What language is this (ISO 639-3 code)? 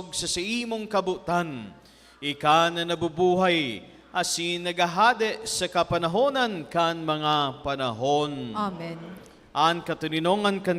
bik